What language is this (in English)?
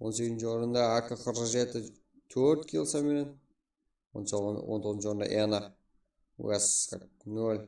Kara-Kalpak